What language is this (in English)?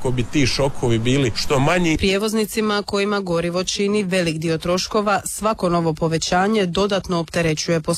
Croatian